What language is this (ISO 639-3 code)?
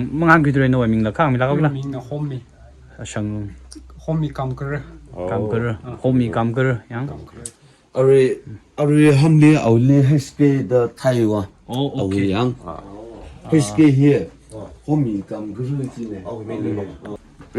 nmf